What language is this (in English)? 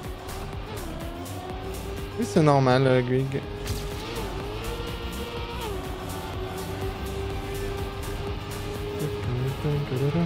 French